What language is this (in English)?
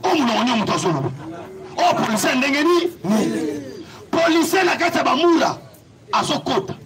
Lingala